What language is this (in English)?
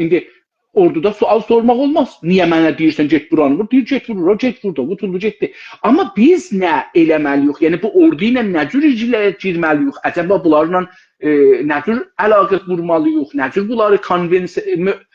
South Azerbaijani